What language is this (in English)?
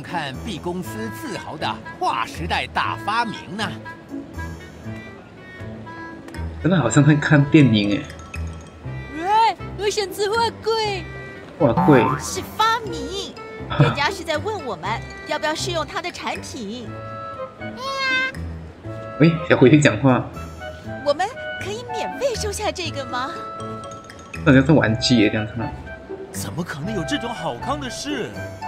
Chinese